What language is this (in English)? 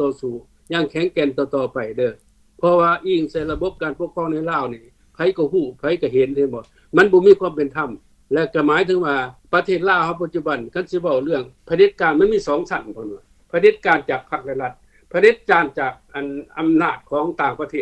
Lao